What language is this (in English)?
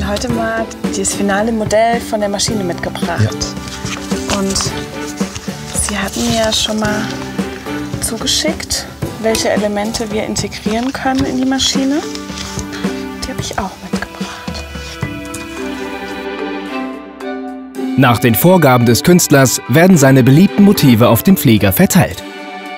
German